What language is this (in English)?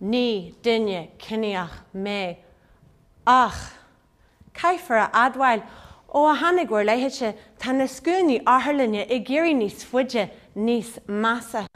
Irish